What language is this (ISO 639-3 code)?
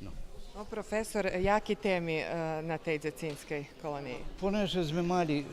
rue